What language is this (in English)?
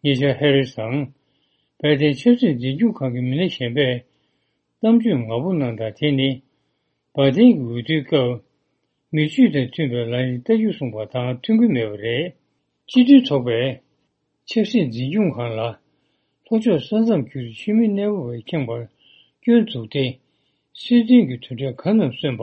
Tibetan